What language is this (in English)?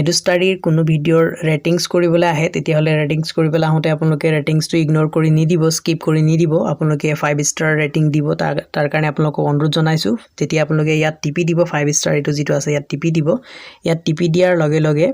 Assamese